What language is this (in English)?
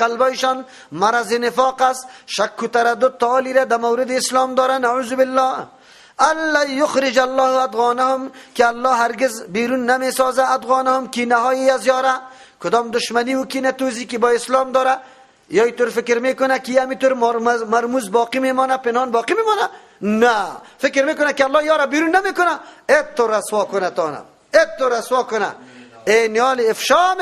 Persian